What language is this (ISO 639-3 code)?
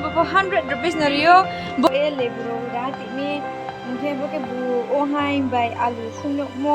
ria